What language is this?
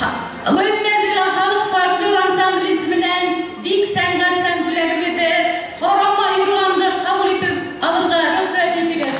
Bashkir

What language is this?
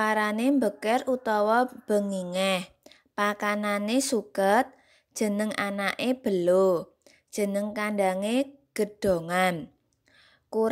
Javanese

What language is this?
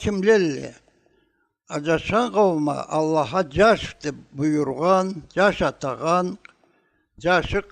Karachay-Balkar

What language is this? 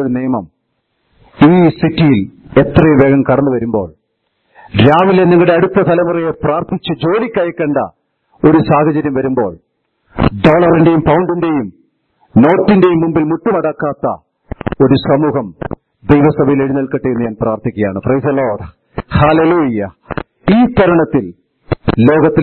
Malayalam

